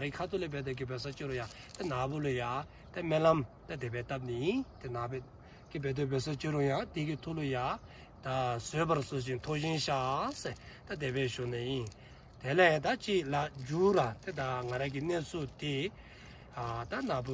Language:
Dzongkha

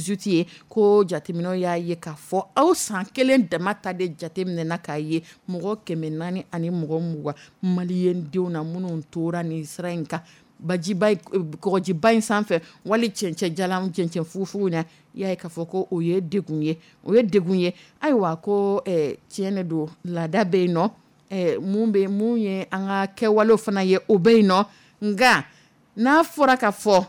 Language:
Dyula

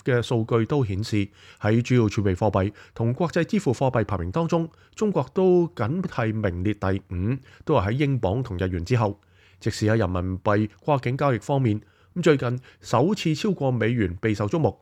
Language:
Cantonese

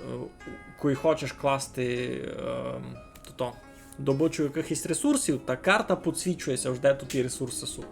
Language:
Rusyn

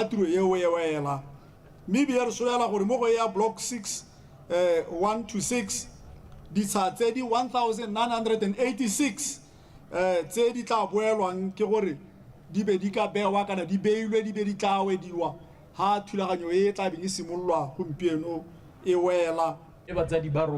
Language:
Tswana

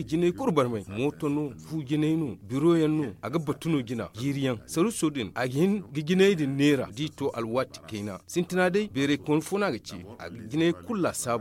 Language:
Zarma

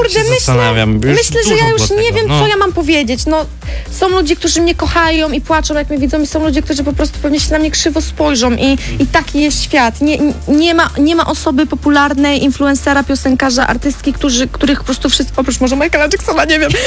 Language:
Polish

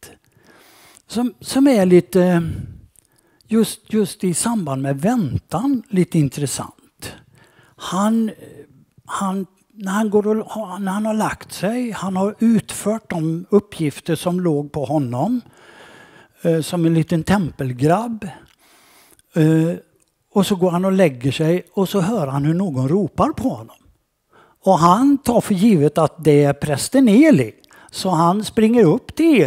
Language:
Swedish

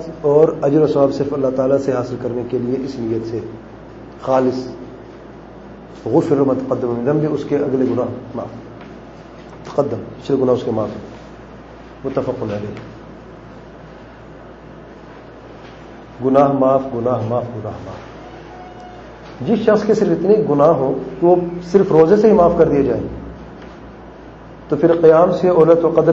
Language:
Urdu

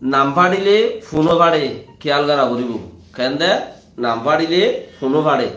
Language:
Rohingya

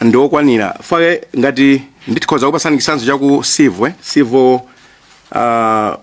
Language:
Nyanja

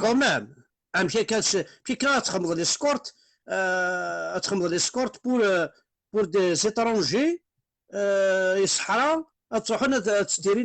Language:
Kabyle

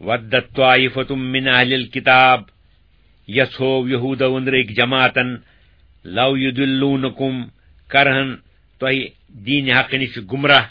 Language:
Kashmiri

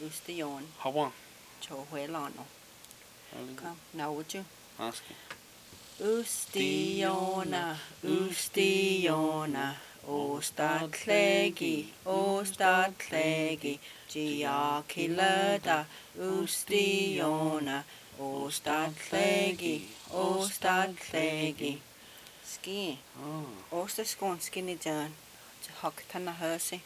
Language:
Cherokee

